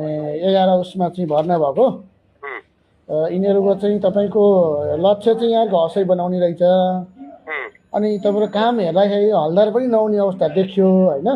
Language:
Nepali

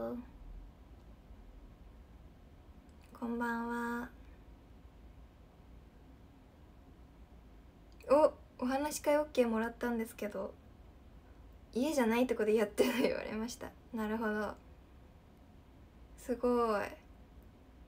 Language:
Japanese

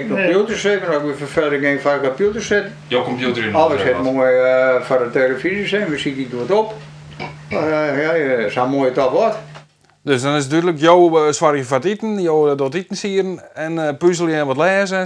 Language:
Western Frisian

